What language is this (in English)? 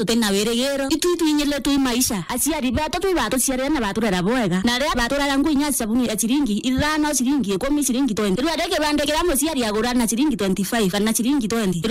Meru